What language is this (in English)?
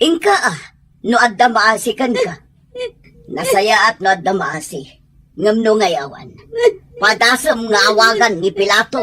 Iloko